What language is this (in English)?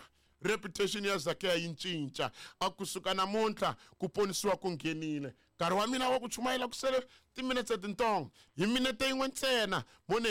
Tsonga